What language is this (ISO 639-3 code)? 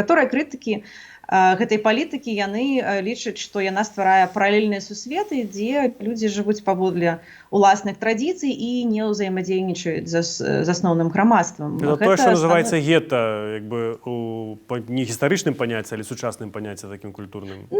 bel